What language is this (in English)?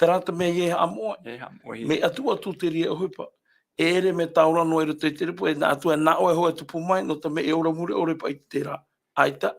Tahitian